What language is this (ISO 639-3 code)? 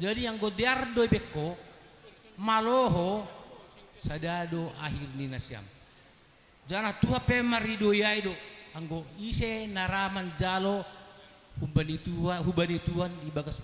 bts